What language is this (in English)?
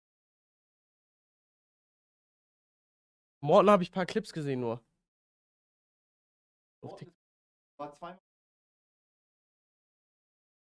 German